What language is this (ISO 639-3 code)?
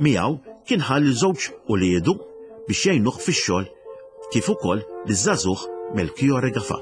mlt